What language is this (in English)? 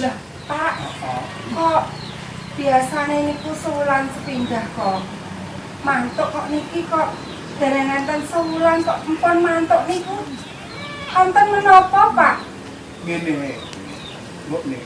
Javanese